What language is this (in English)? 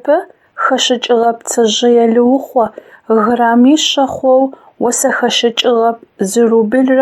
Adyghe